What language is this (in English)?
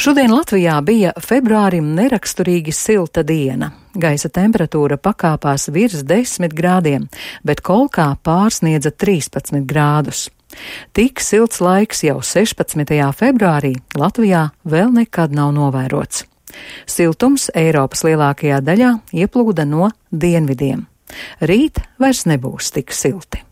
Latvian